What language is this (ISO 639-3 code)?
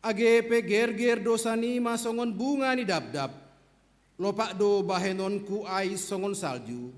bts